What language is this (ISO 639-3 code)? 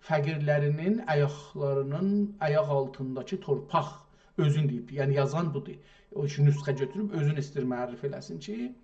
azb